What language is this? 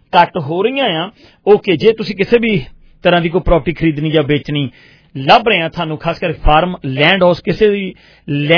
Punjabi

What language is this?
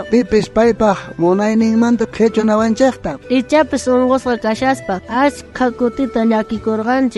South Bolivian Quechua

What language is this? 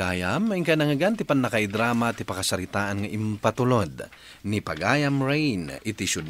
Iloko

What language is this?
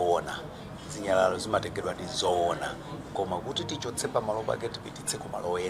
Nyanja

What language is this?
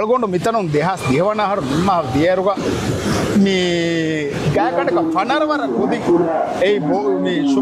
Divehi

